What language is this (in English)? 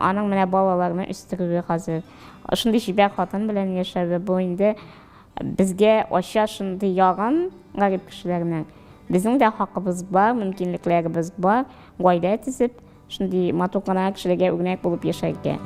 Tatar